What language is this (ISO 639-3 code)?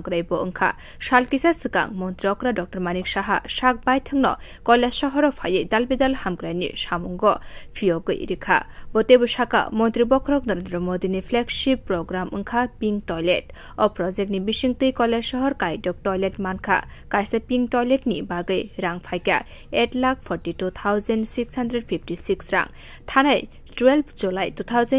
trp